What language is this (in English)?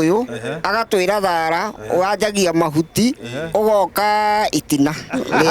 Kikuyu